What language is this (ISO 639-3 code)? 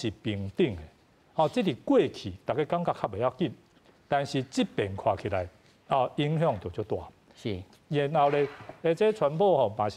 nan